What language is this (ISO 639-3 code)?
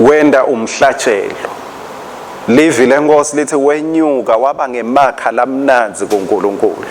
ssw